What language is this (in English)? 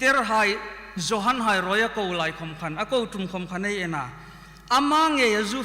Hmar